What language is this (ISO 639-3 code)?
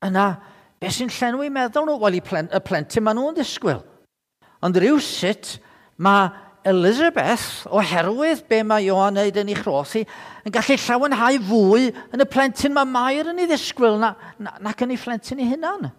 cym